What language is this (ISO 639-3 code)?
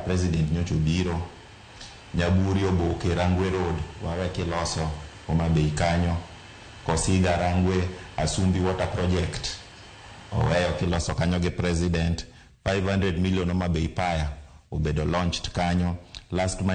luo